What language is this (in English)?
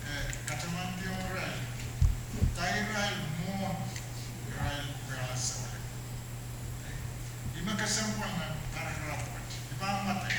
Pohnpeian